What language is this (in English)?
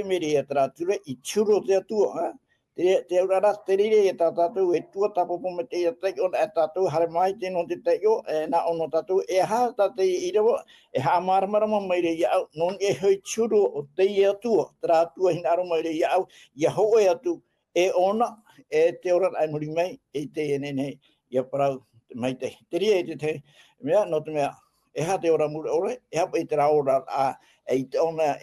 Tahitian